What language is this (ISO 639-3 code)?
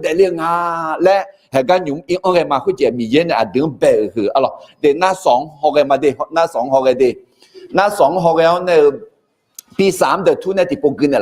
ahk